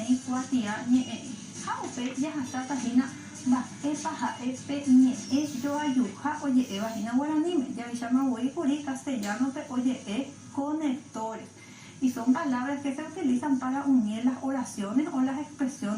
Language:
Guarani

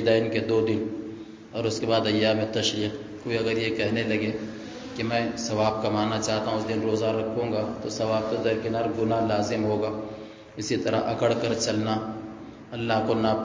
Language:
Urdu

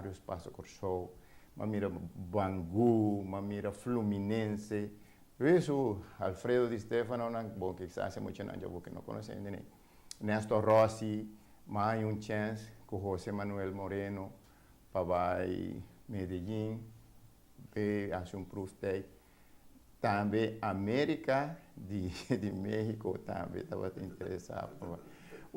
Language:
Papiamento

